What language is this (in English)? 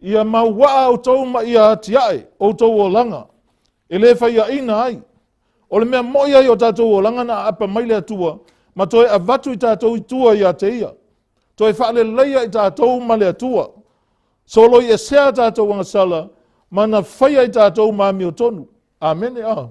Samoan